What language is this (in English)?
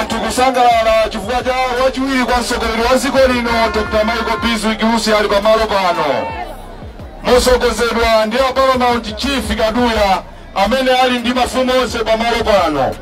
Nyanja